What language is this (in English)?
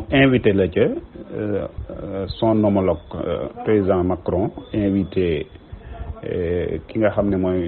Wolof